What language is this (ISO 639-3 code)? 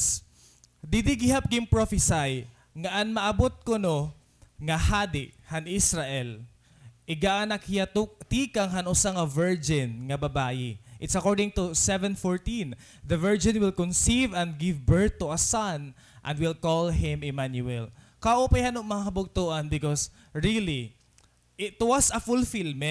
war